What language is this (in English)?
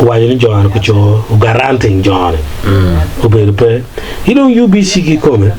Acoli